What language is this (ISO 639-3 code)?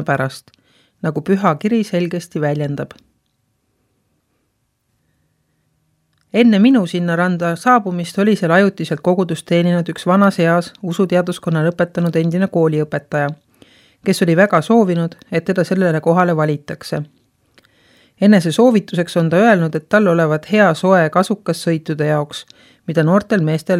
est